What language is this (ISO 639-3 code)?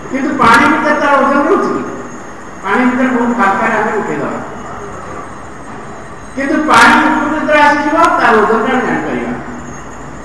ori